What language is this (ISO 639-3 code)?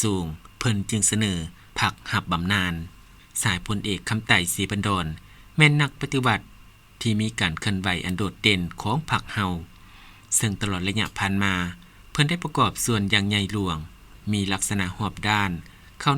lao